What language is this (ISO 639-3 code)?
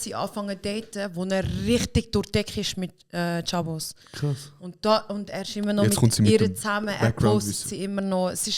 gsw